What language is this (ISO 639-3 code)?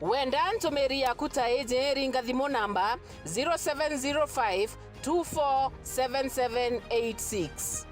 mer